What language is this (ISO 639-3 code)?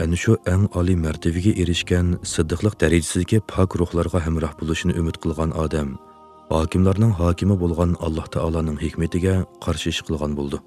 uig